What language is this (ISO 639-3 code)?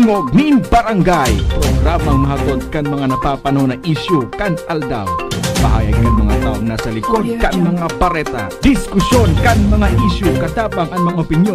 bik